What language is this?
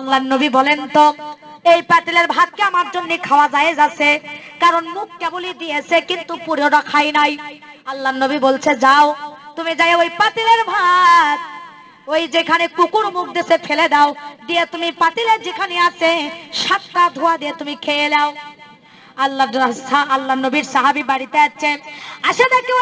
Bangla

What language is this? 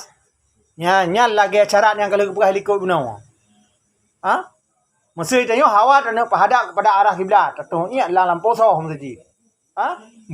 Achinese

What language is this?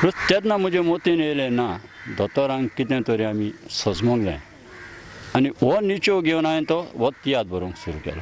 Konkani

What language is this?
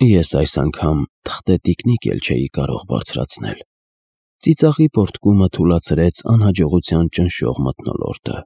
Armenian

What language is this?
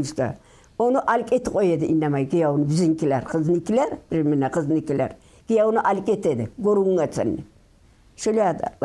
Kumyk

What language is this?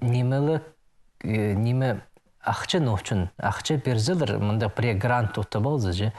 Khakas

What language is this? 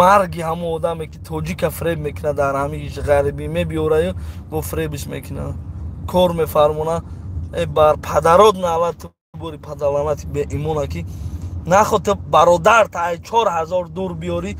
Tajik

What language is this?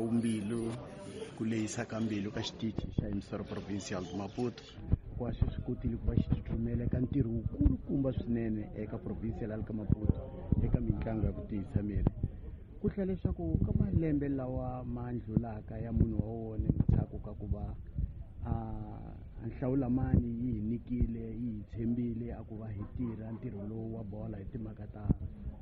Tsonga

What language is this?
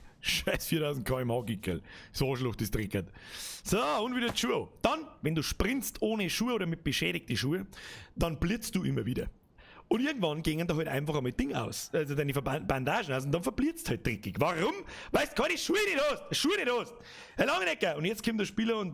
Bavarian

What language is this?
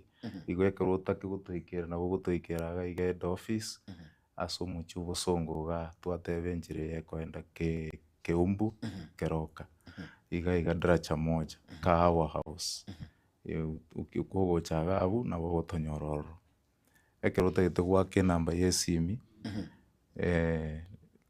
Gusii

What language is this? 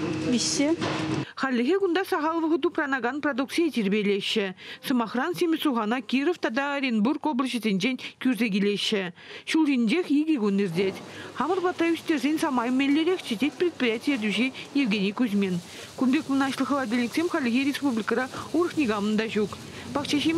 Chuvash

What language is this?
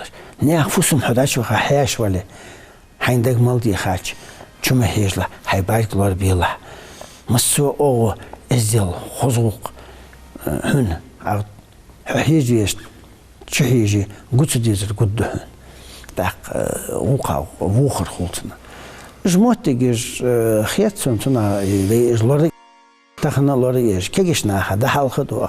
Ingush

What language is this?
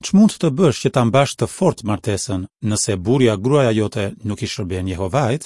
Albanian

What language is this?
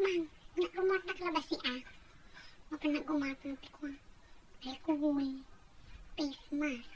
Iloko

